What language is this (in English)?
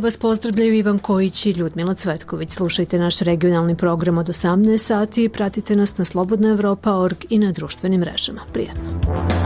Serbian